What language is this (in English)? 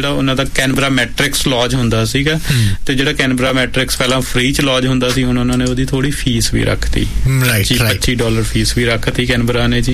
Punjabi